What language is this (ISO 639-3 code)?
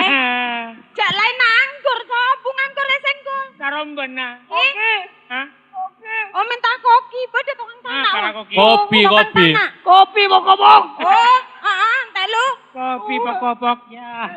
mad